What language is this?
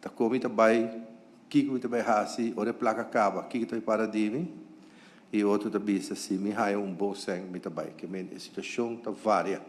Papiamento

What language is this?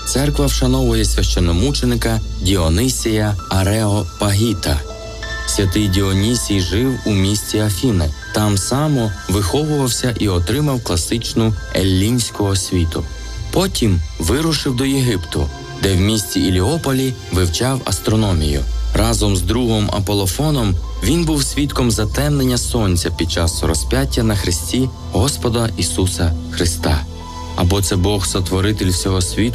Ukrainian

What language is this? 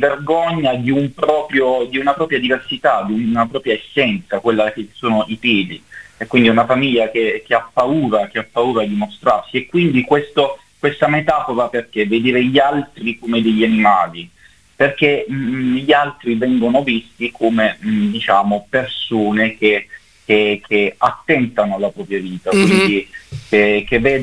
Italian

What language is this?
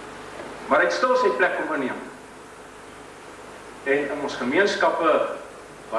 Afrikaans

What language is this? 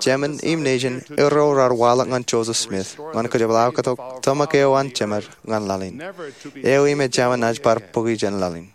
Marshallese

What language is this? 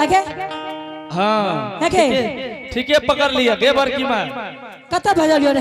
Angika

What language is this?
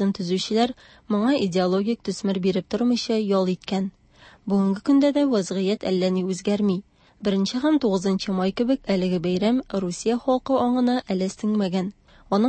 Tatar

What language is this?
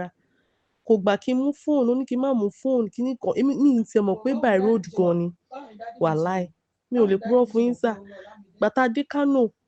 Yoruba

